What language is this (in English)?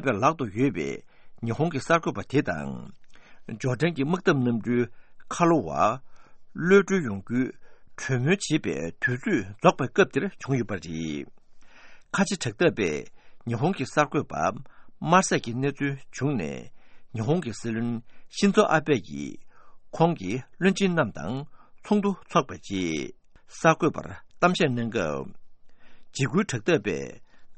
Tibetan